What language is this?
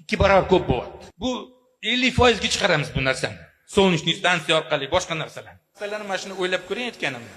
Uzbek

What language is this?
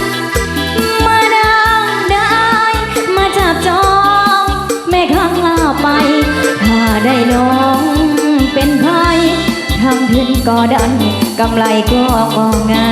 Lao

